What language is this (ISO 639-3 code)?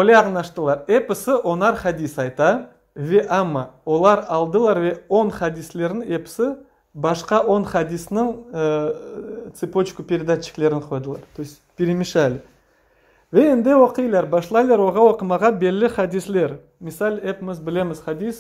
crh